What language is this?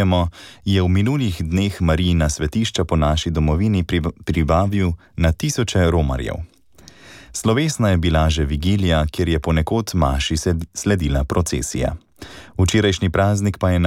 Slovenian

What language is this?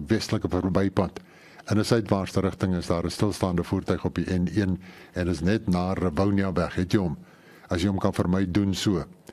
Afrikaans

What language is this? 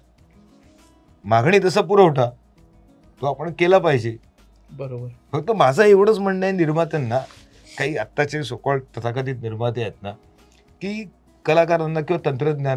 Marathi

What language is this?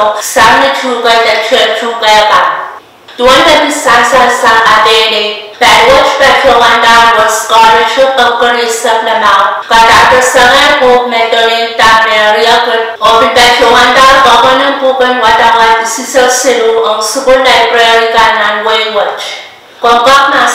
Pohnpeian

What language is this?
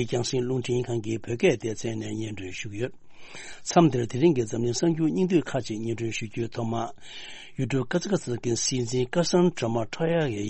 Tibetan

